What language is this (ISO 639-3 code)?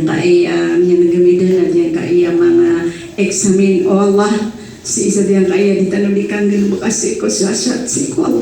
mrw